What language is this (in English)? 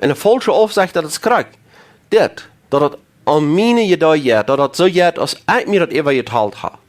Plautdietsch